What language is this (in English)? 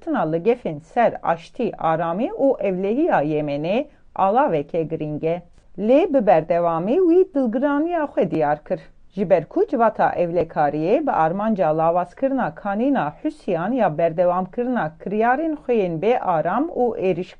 Kurdish